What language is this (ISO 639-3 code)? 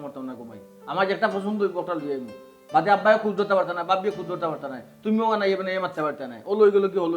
syl